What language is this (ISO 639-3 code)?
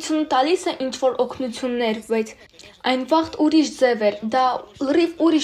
hye